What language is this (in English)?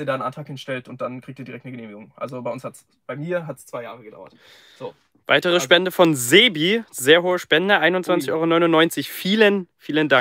German